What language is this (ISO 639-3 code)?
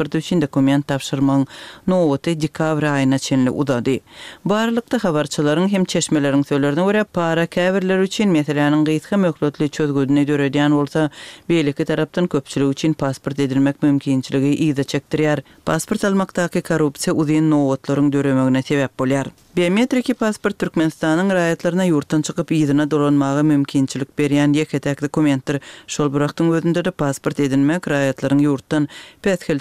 tuk